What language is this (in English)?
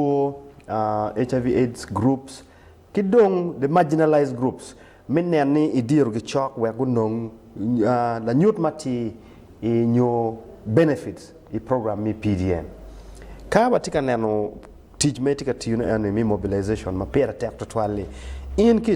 Acoli